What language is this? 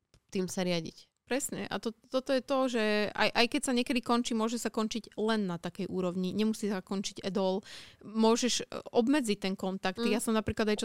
Slovak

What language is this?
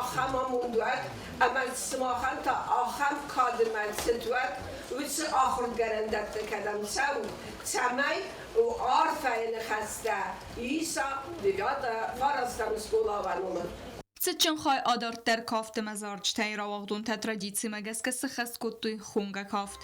Ossetic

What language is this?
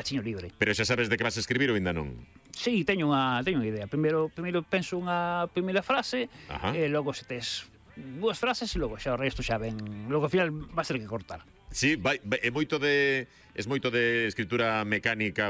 Galician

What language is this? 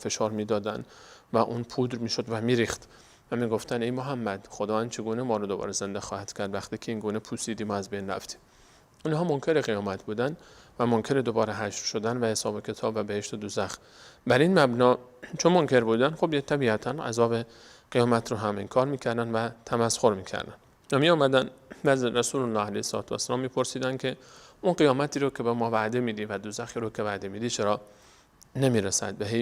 Persian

